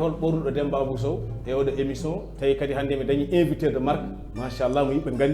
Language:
Fula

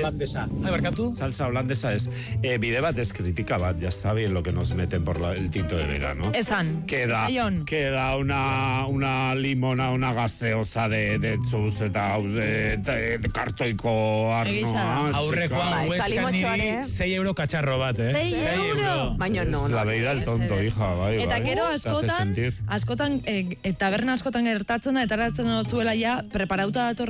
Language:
Basque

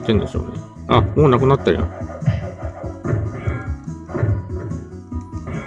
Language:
Japanese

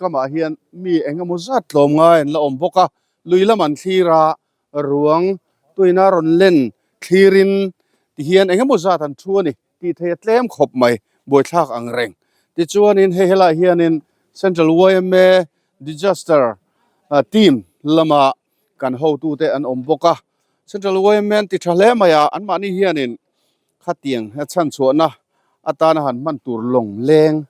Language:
Mizo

